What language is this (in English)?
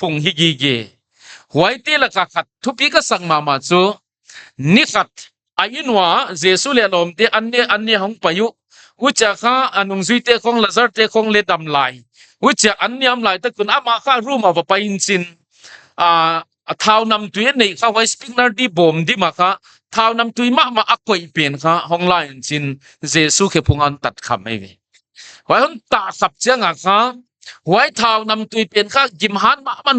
Paite Chin